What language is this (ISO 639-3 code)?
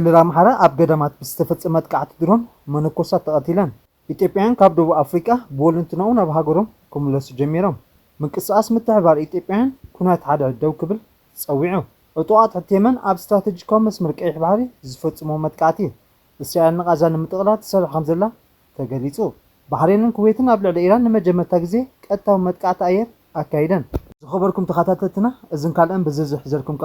tir